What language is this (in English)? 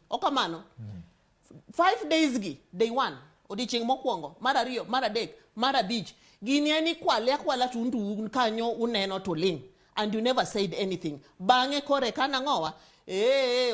Luo (Kenya and Tanzania)